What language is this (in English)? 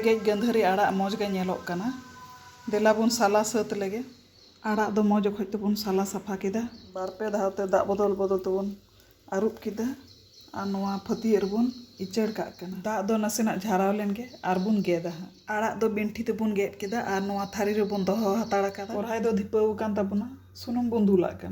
Santali